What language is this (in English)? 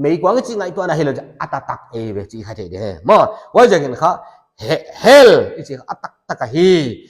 Paite Chin